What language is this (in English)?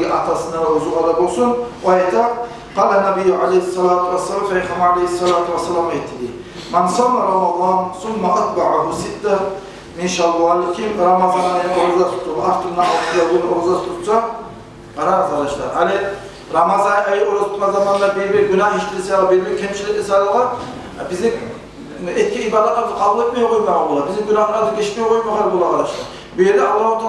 Kumyk